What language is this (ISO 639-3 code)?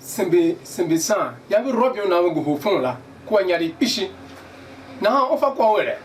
tiv